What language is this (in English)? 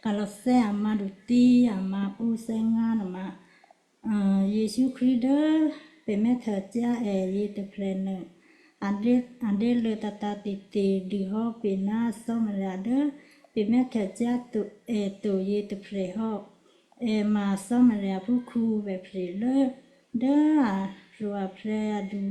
Western Kayah